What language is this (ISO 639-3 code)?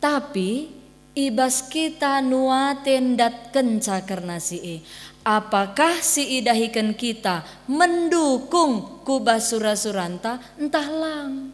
btx